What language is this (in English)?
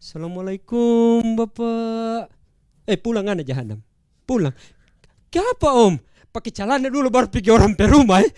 Manado Malay